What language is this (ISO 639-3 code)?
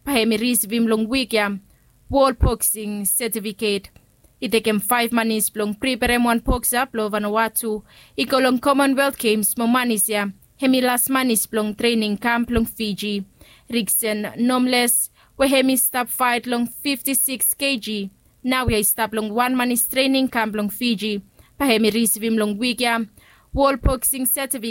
bis